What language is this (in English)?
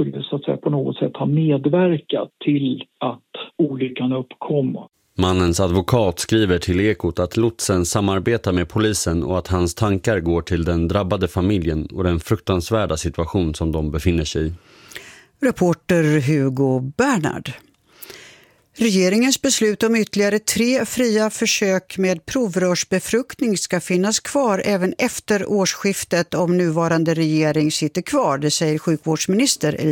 Swedish